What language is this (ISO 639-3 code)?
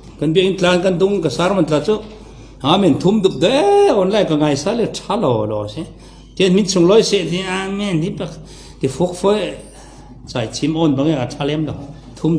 cfm